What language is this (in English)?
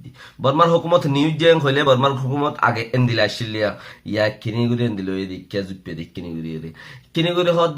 Rohingya